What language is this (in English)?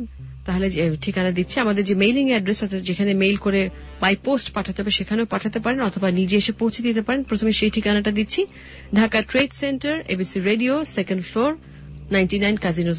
Bangla